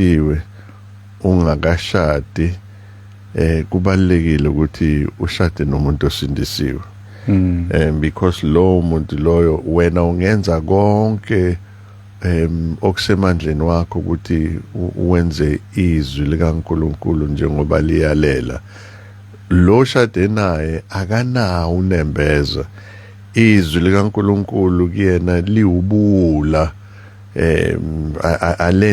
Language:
Zulu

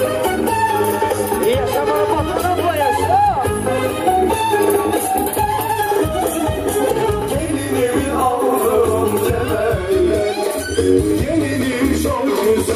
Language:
Turkish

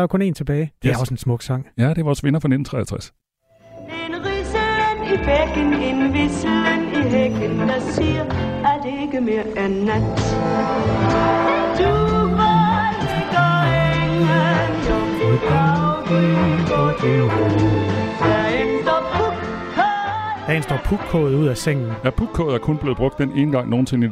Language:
Danish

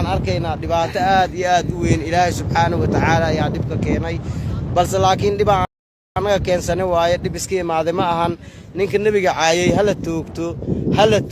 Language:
Somali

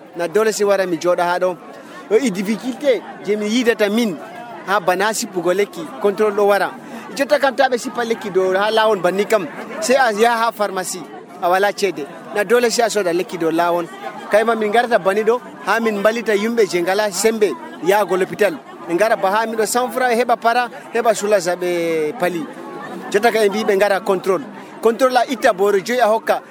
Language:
Nigerian Fulfulde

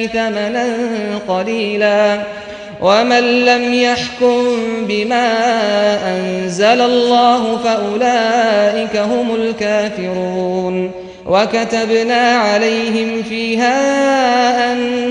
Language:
Arabic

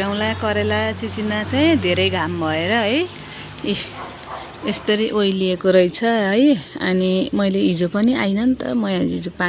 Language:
Nepali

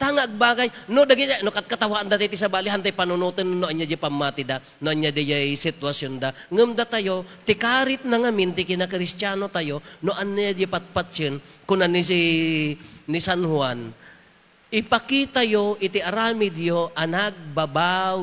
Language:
Iloko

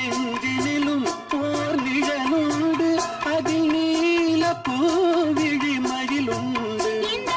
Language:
Tamil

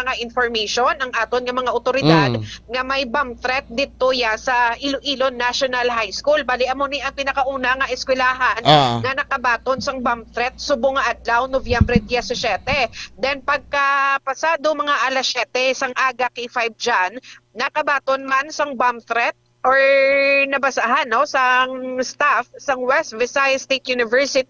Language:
Hiligaynon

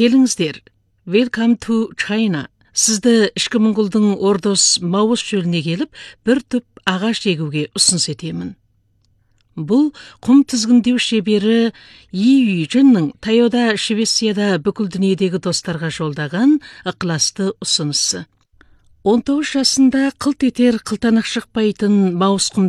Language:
Kazakh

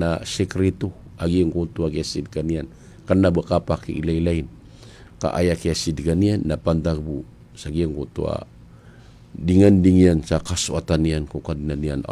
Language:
Maranao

